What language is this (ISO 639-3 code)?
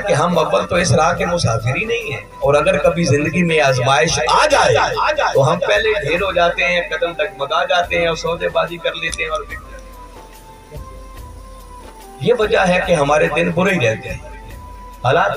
urd